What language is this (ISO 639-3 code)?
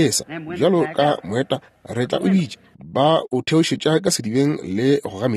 nso